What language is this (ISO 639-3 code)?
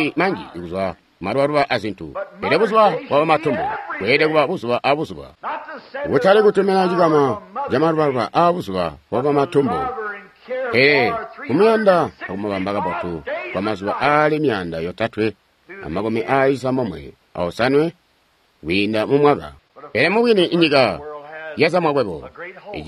toi